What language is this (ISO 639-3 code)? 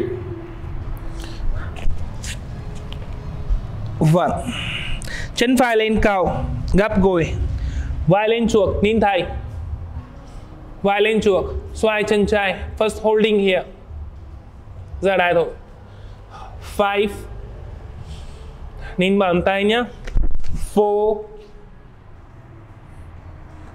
vie